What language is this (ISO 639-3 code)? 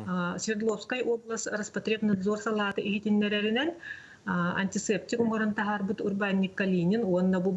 sah